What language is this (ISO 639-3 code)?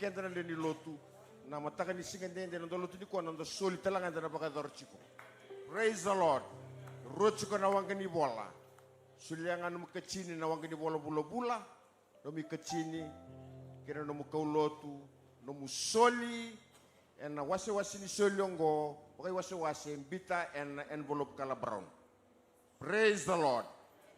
fij